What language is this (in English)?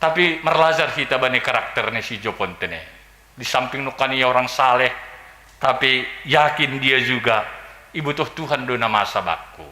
Batak Simalungun